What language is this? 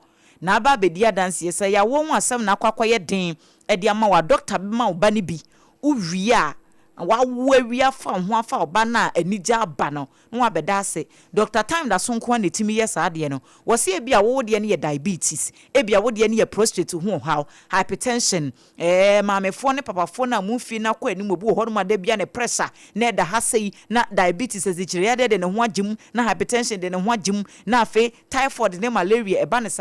Akan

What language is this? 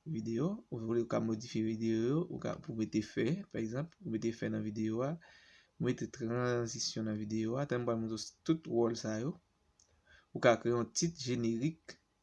Haitian Creole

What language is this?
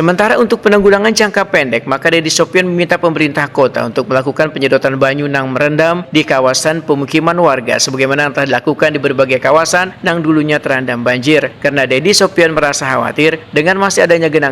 Banjar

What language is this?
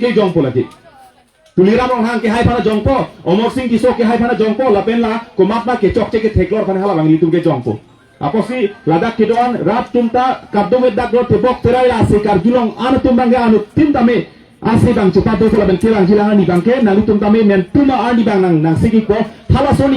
Karbi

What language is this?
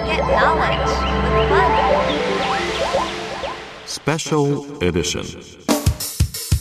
Japanese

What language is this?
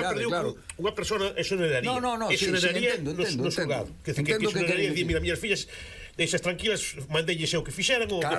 Galician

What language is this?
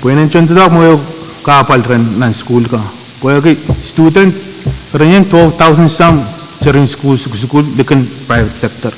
Pohnpeian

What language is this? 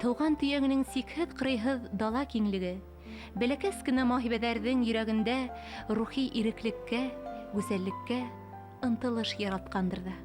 Bashkir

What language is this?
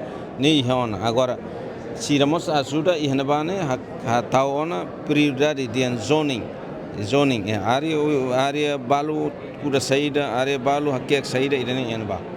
Tetum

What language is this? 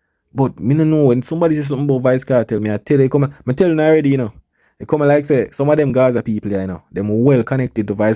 Jamaican Creole English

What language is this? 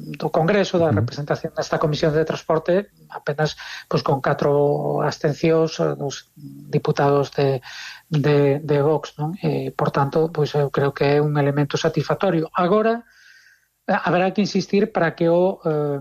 Galician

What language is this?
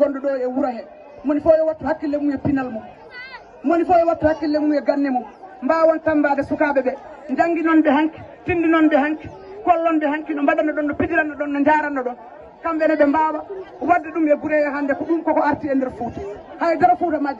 Fula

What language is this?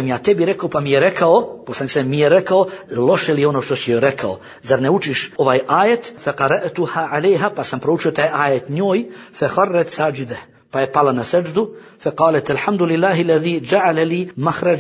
Bosnian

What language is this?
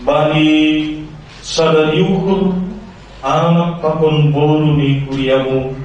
Batak Simalungun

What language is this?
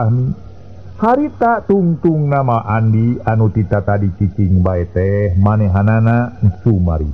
Sundanese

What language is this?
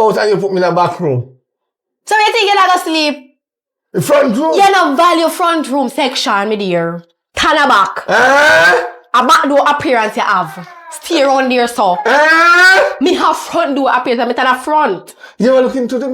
Jamaican Creole English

